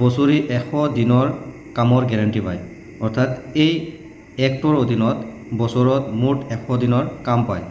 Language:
Assamese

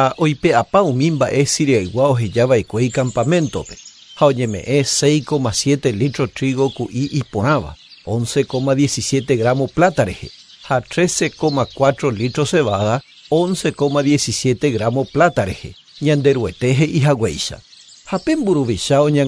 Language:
Guarani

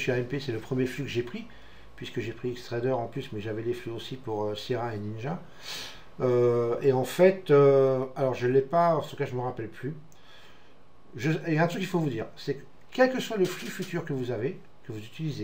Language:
French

